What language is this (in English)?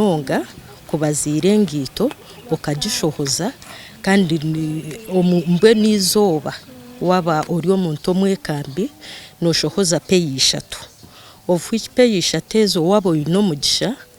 Nyankole